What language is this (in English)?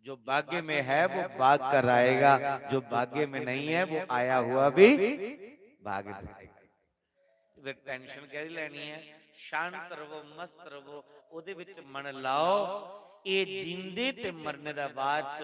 Dogri